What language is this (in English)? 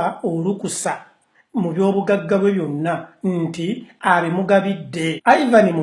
Ganda